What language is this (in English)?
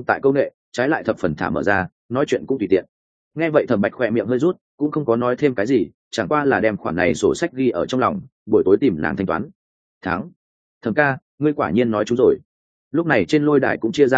Vietnamese